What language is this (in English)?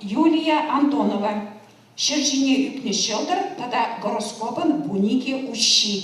Chuvash